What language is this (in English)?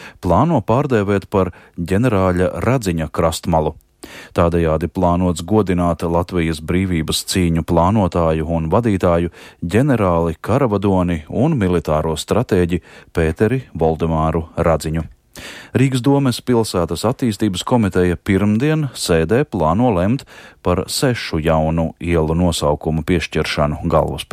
Latvian